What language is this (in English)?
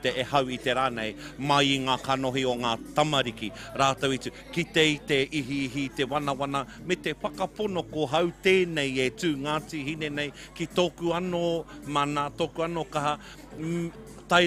Māori